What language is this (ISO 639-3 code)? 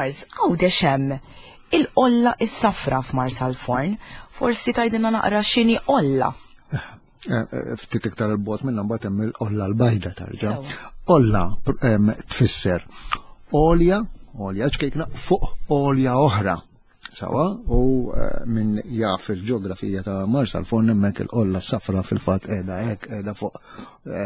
mlt